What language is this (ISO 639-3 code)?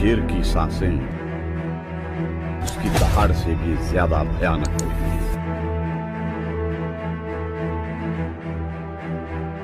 hin